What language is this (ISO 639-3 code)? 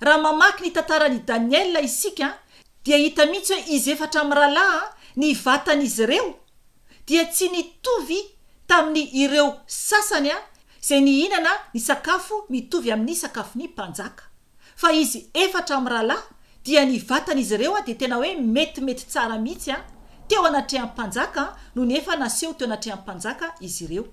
mlg